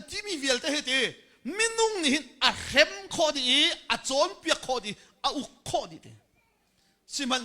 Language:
Hakha Chin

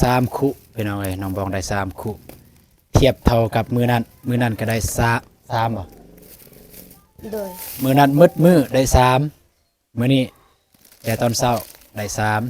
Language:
Lao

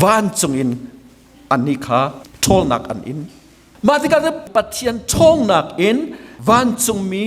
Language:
Hakha Chin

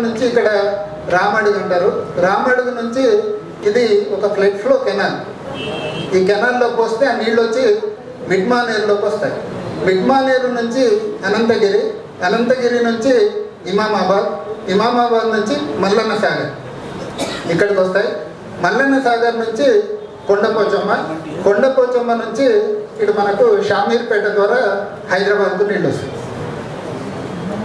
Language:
Telugu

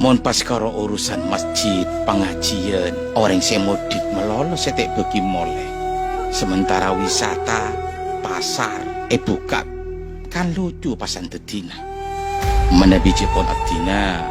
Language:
Madurese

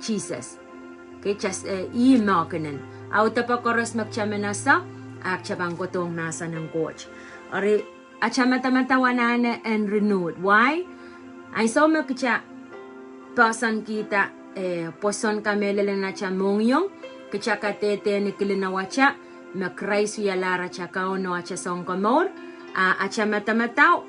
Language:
Pohnpeian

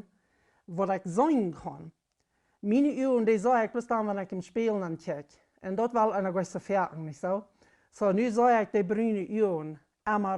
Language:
Plautdietsch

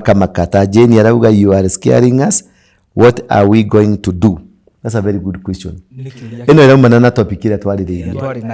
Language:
Kikuyu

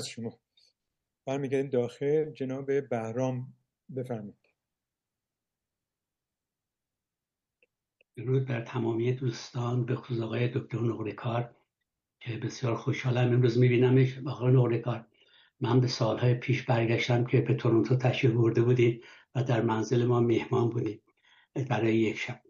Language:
Persian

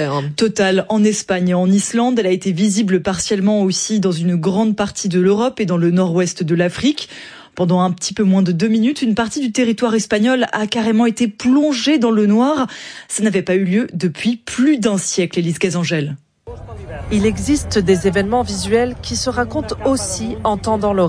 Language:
French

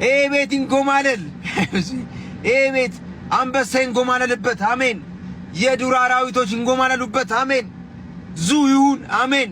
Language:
Amharic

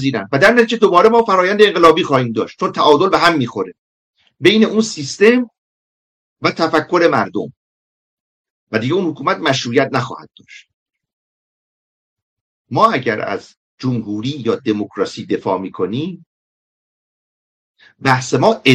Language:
Persian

